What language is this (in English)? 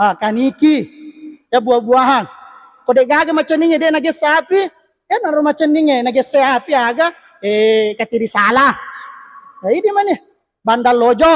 Buginese